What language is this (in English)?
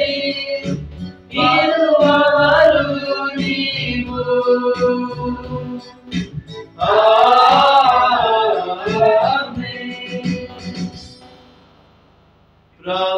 Kannada